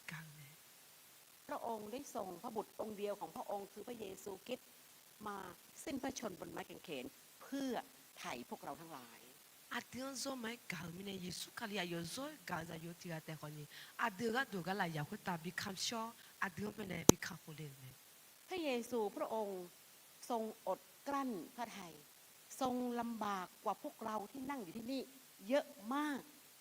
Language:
Akha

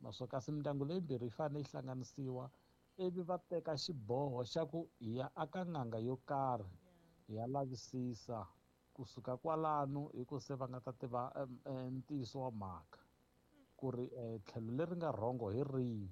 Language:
Tsonga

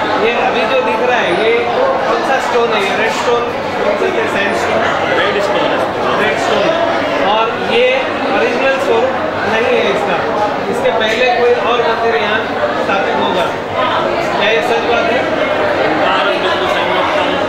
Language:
Hindi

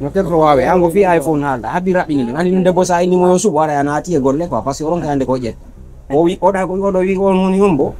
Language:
Pular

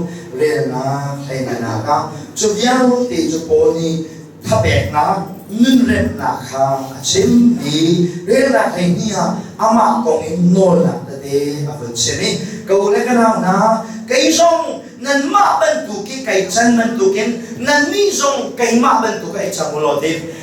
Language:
Hakha Chin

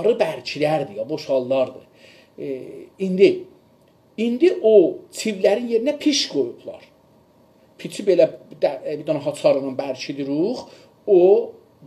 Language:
South Azerbaijani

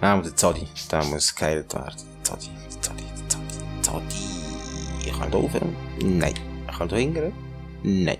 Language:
Swiss German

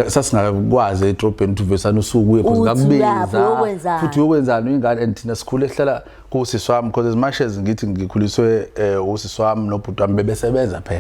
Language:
Zulu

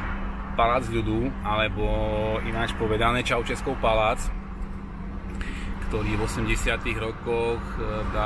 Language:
Slovak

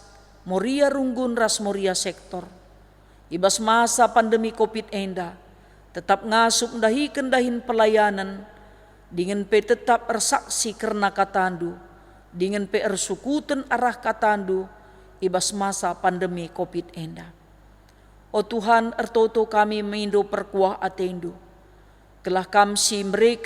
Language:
Batak Karo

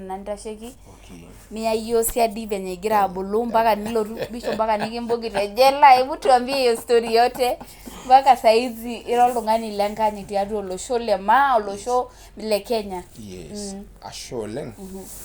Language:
Masai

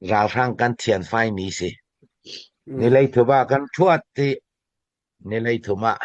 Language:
Falam Chin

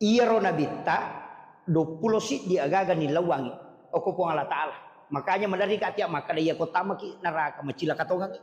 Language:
Buginese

